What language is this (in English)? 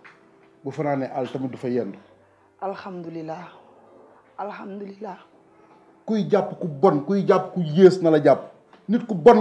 Wolof